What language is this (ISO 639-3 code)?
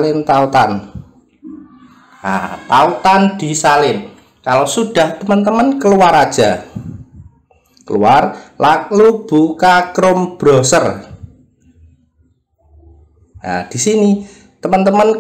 ind